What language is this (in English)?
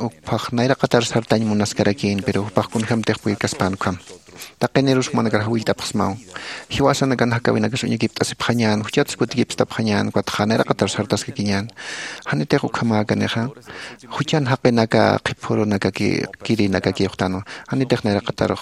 Aymara